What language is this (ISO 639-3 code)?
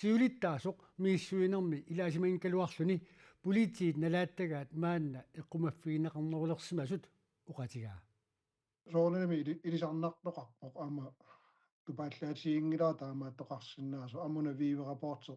kal